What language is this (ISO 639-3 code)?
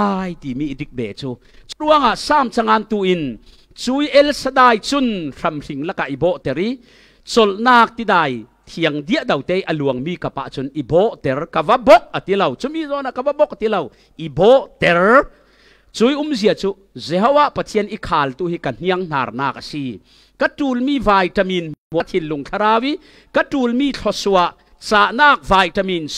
cfm